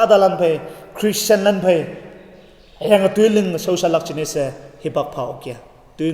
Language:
Konyak Naga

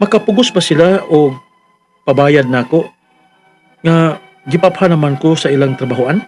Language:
Cebuano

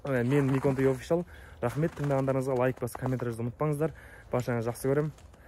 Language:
Kazakh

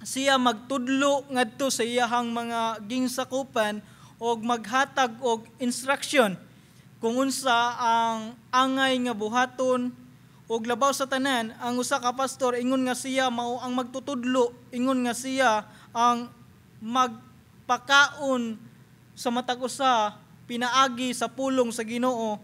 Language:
Cebuano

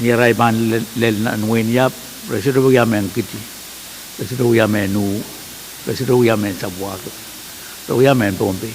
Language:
Pohnpeian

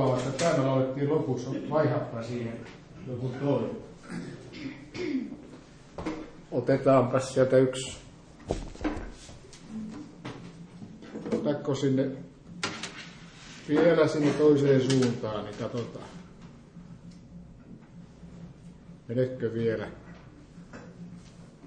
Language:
Finnish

